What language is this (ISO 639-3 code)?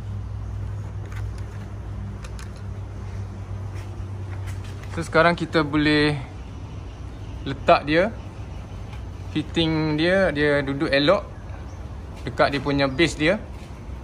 msa